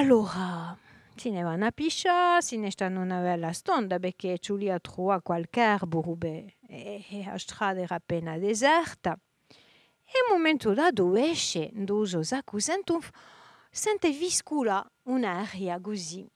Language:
Corsican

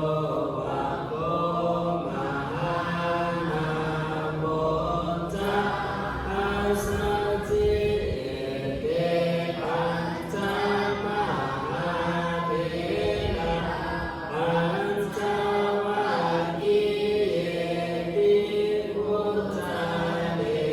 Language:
Pali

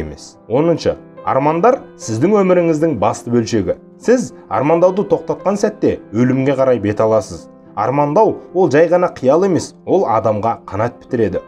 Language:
Kazakh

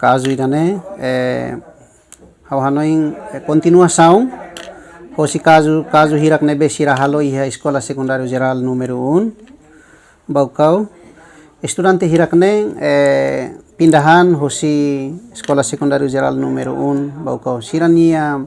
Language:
Tetum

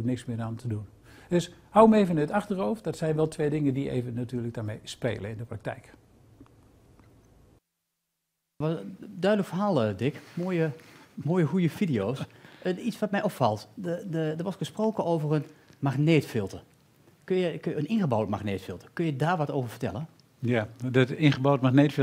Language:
Dutch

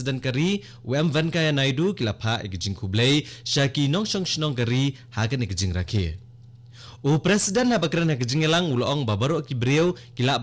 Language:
Khasi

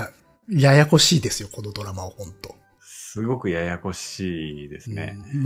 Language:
Japanese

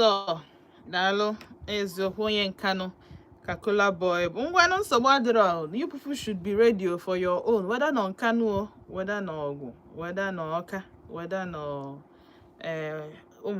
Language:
Igbo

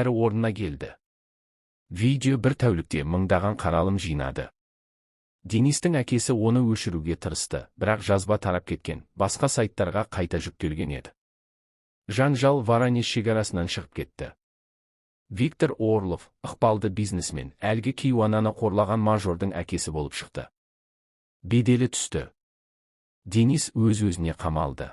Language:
Kazakh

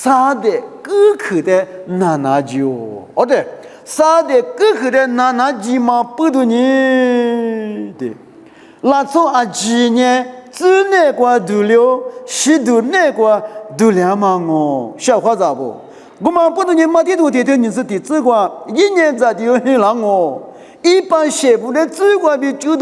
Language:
Lisu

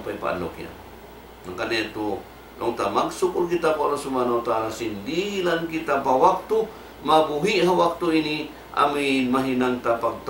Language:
Tausug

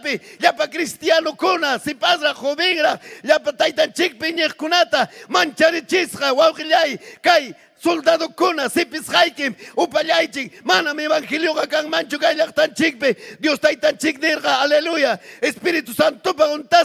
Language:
Ayacucho Quechua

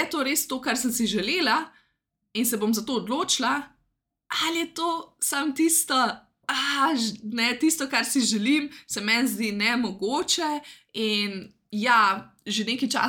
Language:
Slovenian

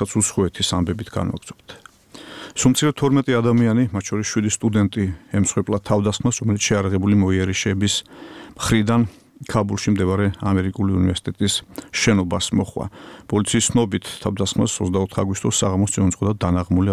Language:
Georgian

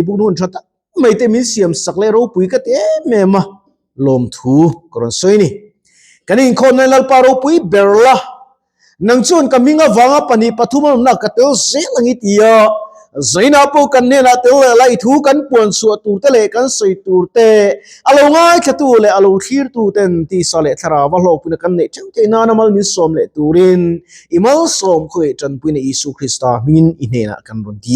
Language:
Mizo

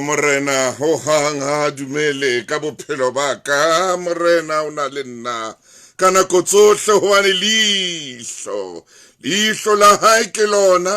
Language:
Southern Sotho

